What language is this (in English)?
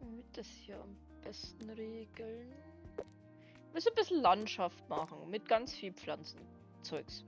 Bavarian